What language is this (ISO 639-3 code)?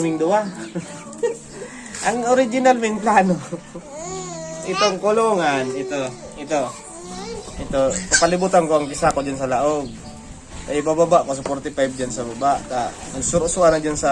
bik